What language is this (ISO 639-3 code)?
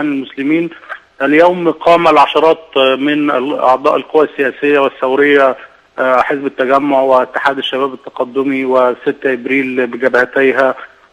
arz